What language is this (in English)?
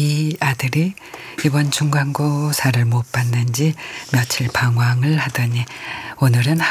Korean